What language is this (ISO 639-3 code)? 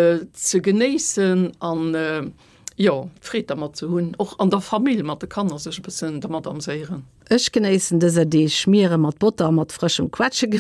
ltz